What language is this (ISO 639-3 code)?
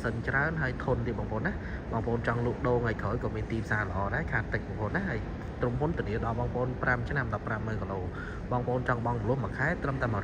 khm